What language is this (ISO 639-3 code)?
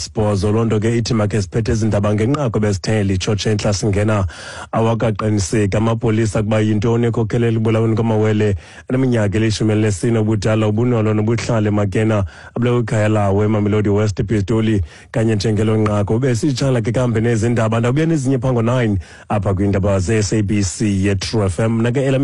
xho